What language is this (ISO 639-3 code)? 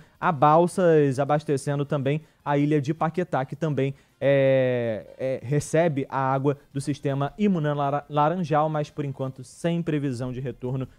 por